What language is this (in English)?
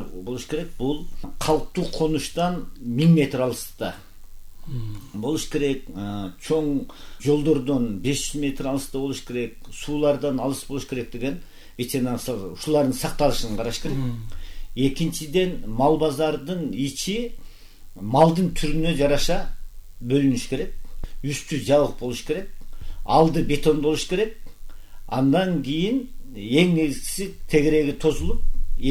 Kyrgyz